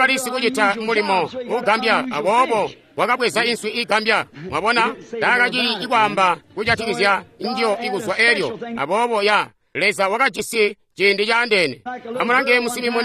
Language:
Tonga (Zambia)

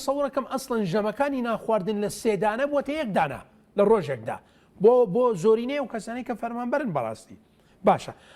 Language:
Central Kurdish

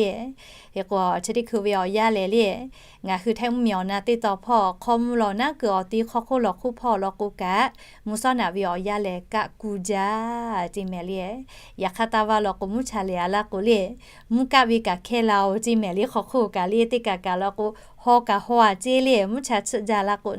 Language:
Lahu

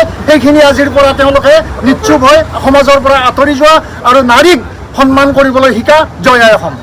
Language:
Assamese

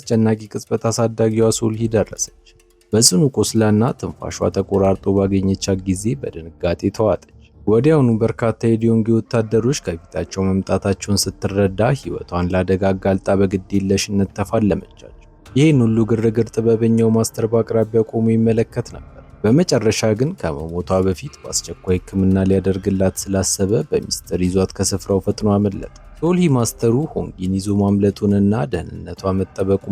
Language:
Amharic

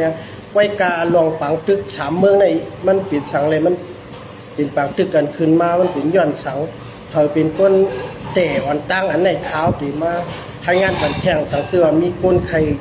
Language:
Shan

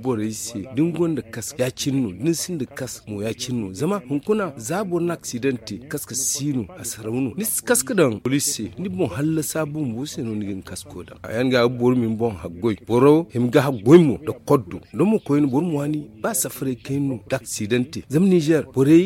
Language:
Zarma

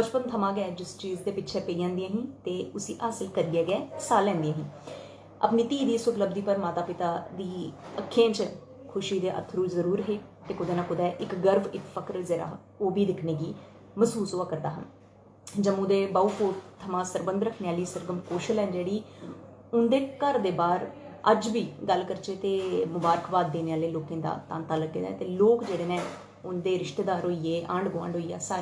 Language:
Dogri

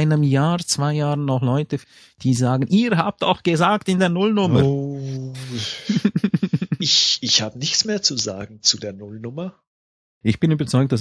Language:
German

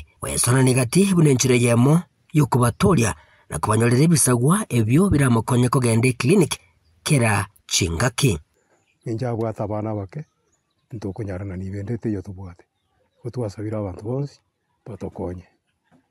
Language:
Gusii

